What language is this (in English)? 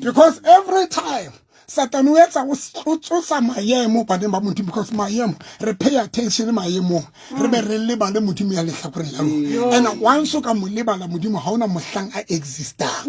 Southern Sotho